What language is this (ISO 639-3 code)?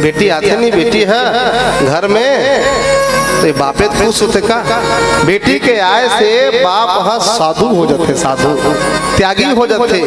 hne